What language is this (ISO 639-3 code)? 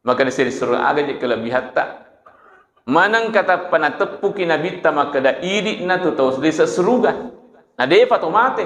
bug